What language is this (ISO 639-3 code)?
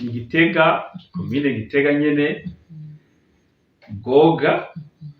run